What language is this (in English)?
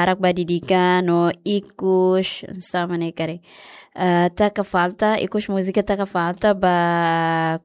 Tetum